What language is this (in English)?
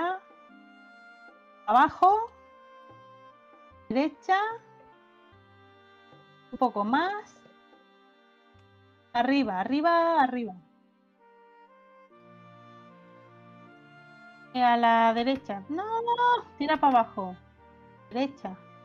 Spanish